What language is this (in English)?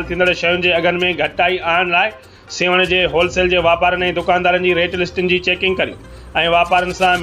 Sindhi